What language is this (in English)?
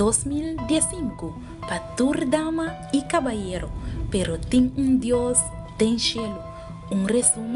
Papiamento